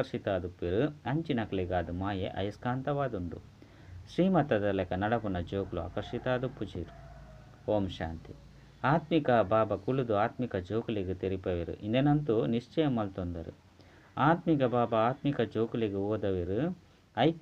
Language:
Tulu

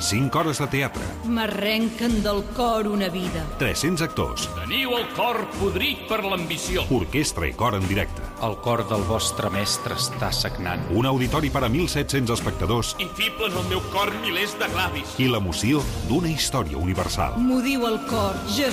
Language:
Catalan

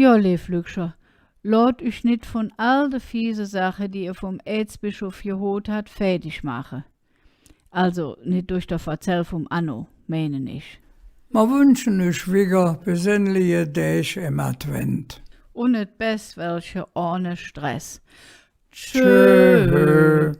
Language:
Colognian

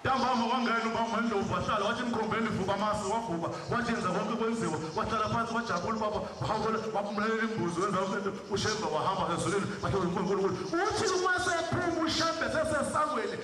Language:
Zulu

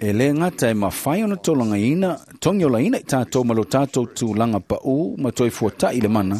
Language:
Samoan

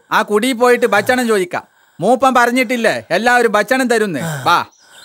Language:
Malayalam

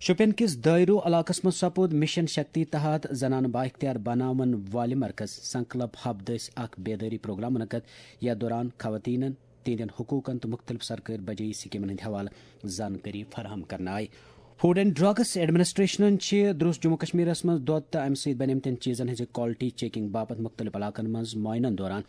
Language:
Kashmiri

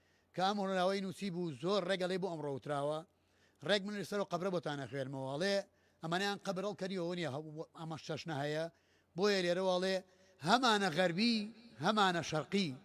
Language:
Central Kurdish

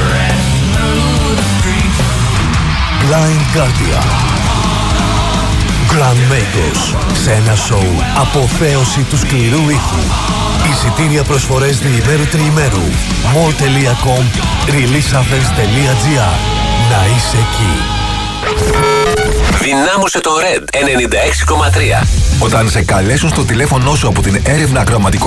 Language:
Greek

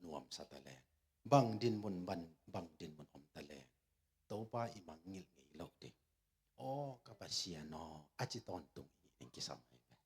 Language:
Tedim Chin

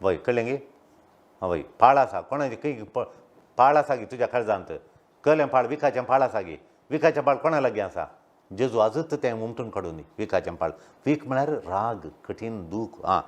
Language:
Konkani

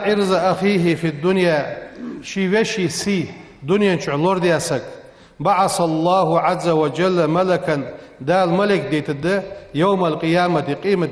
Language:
Ingush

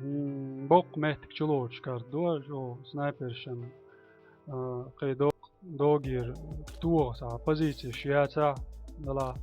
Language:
Chechen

